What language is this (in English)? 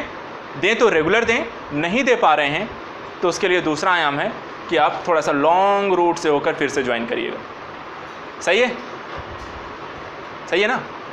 Hindi